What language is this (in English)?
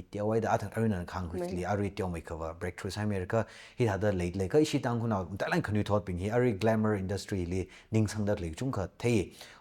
Tangkhul Naga (India)